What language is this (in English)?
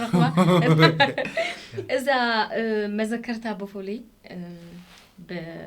Tigrinya